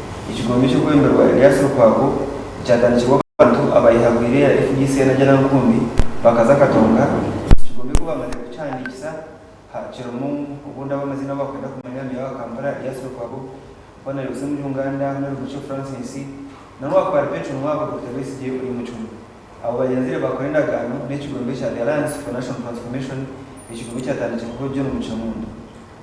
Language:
Nyankole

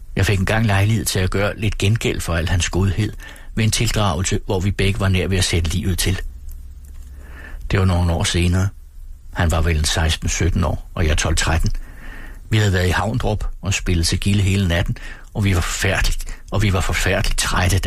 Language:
Danish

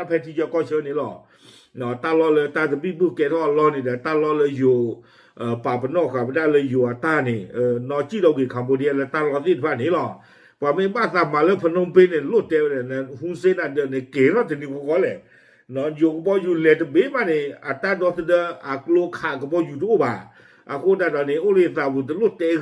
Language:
S'gaw Karen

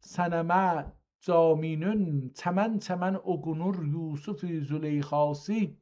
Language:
South Azerbaijani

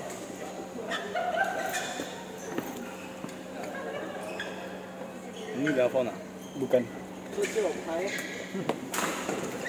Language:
Chinese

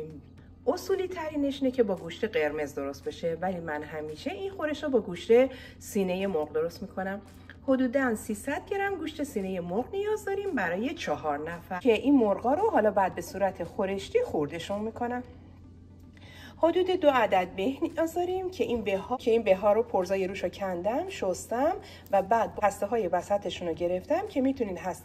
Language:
Persian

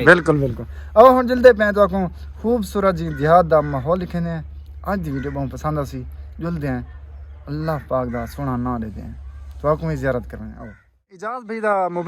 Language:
Saraiki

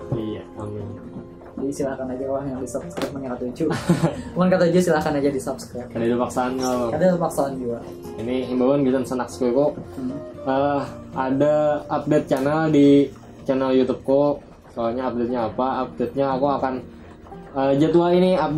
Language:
Banjar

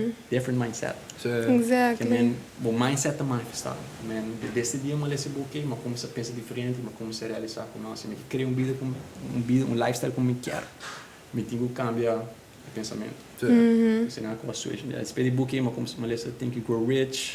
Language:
Papiamento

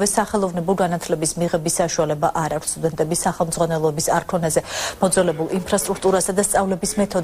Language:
Georgian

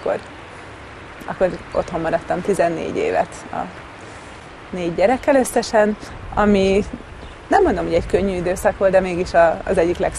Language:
Hungarian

